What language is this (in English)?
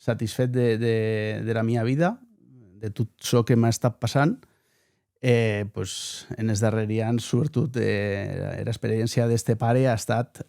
Occitan